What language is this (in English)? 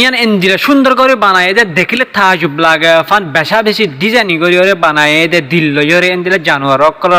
Rohingya